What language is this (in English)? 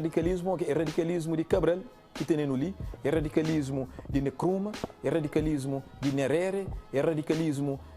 Kabuverdianu